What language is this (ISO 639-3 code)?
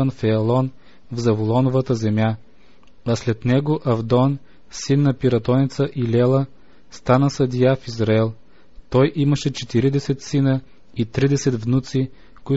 bul